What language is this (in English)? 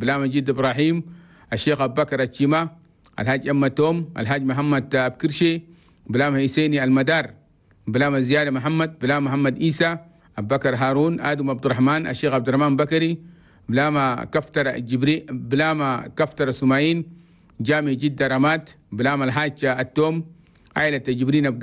Chadian Arabic